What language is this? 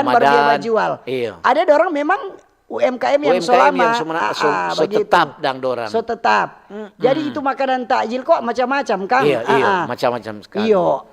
Manado Malay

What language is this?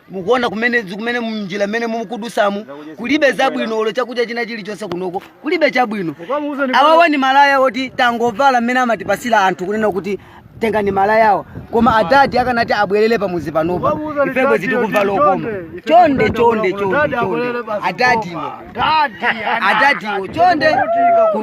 Nyanja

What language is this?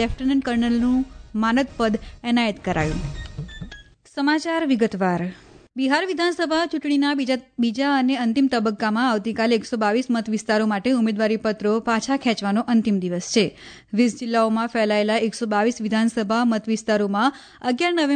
Gujarati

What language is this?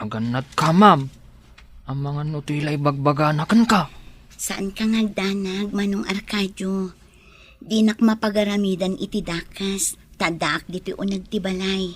Iloko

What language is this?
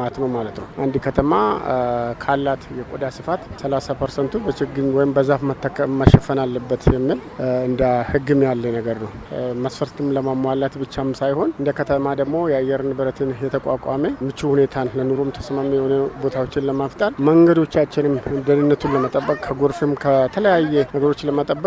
Amharic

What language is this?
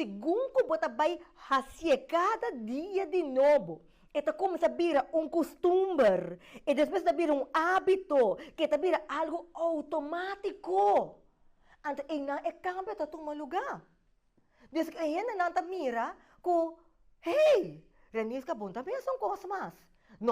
Papiamento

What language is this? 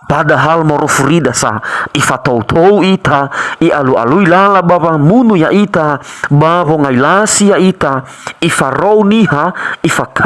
Nias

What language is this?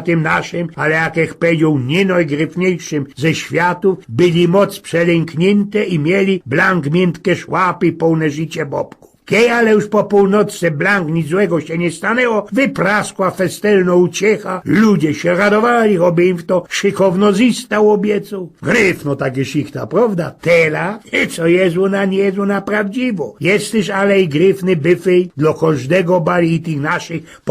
Silesian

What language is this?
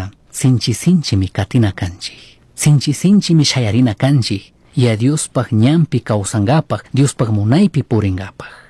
Chimborazo Highland Quichua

